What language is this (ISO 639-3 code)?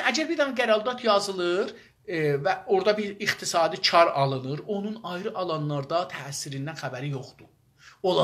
azb